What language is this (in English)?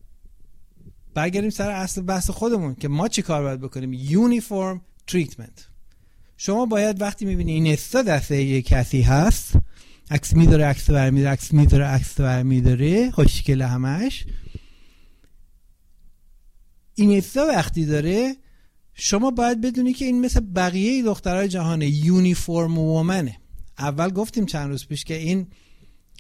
Persian